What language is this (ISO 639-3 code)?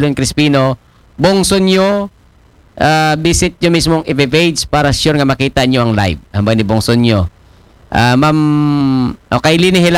akl